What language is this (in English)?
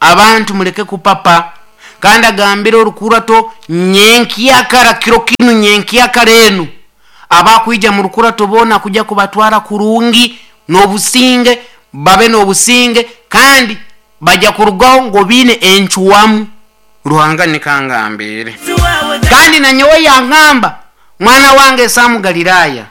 Nyoro